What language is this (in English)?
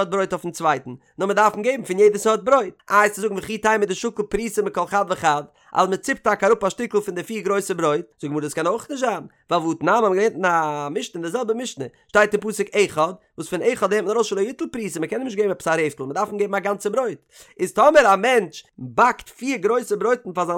Yiddish